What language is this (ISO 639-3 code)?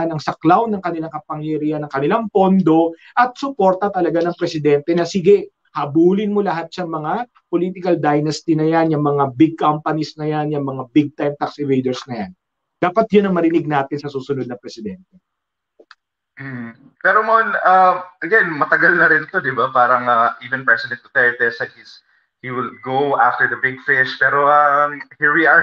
fil